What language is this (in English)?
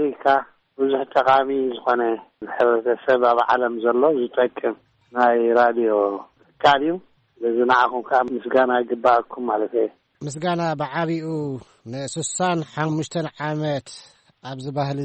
Tigrinya